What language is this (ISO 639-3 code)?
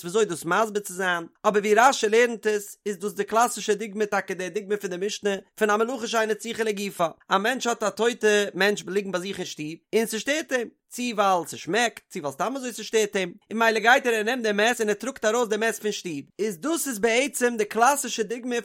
yid